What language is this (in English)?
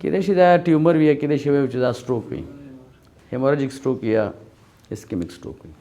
Pashto